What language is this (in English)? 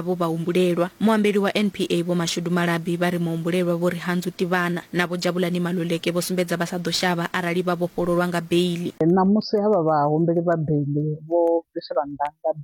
Venda